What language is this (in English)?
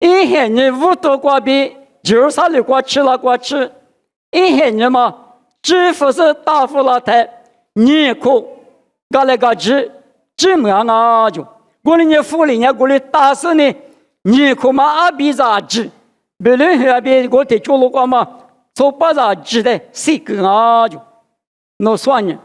Lisu